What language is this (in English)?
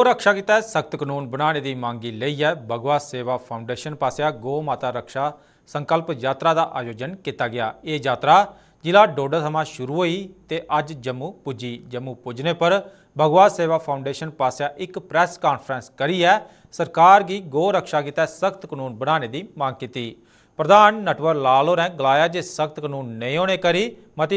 Dogri